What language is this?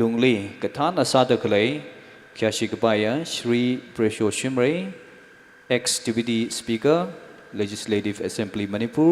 Tangkhul Naga (India)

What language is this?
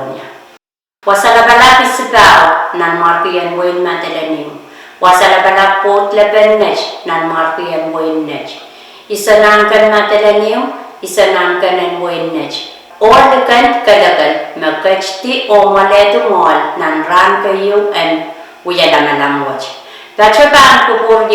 Pohnpeian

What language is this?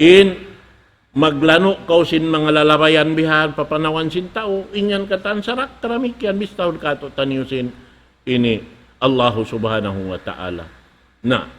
Tausug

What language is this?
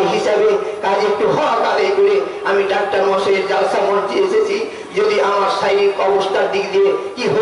Bangla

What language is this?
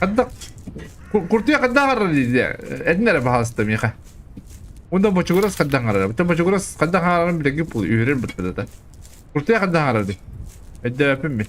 Yakut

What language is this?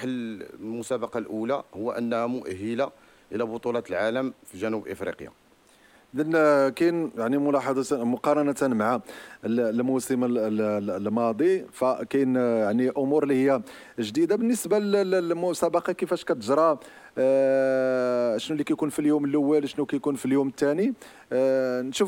Moroccan Arabic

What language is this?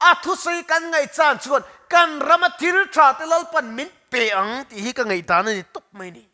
Mizo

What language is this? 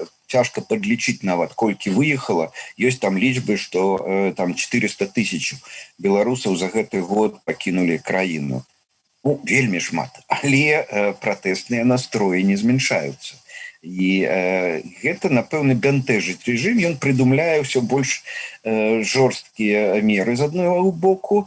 Belarusian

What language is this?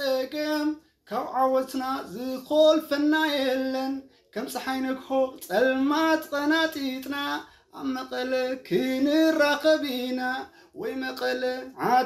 Tigrinya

